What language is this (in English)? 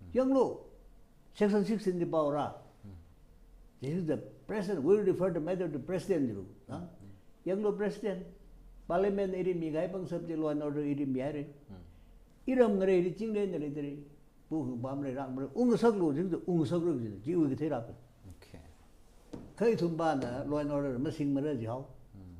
Tangkhul Naga (India)